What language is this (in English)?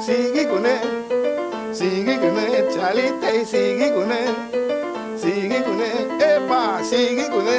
Papiamento